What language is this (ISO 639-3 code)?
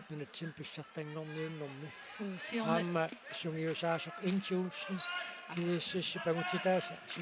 kal